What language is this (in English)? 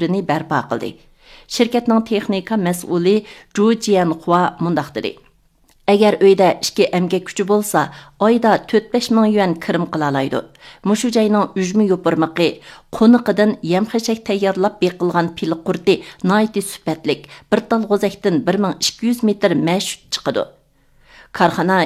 Uyghur